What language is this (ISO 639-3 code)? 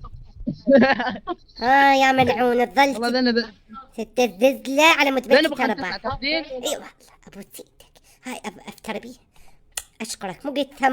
acm